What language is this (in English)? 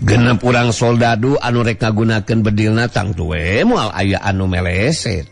Sundanese